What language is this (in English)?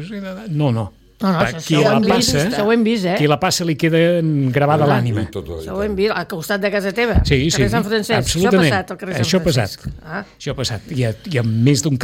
Catalan